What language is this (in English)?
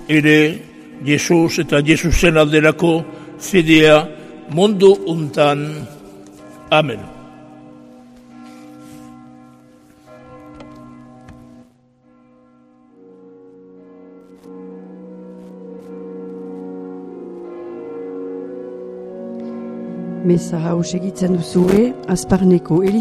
Basque